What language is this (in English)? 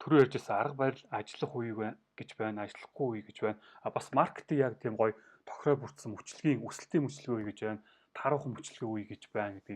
Mongolian